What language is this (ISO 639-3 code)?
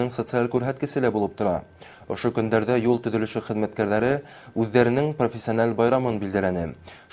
bak